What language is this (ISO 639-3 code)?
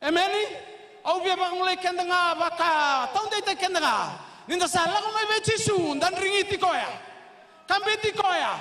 fij